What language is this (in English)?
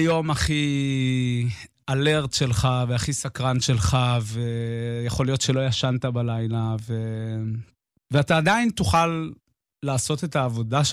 Hebrew